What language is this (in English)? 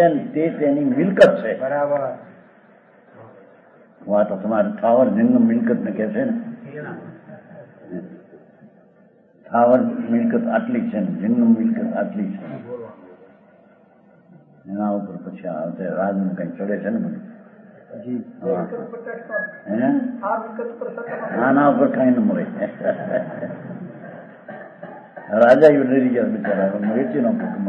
Gujarati